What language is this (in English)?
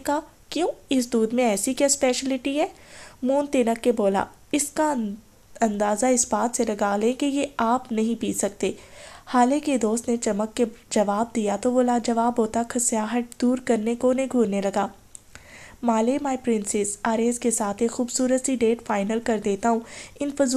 Urdu